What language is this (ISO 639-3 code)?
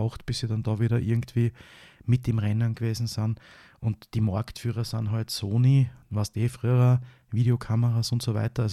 deu